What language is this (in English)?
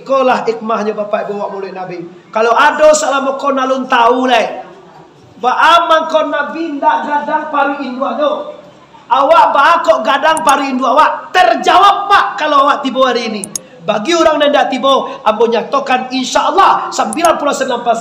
Minangkabau